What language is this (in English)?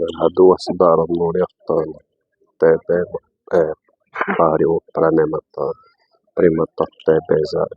Xavánte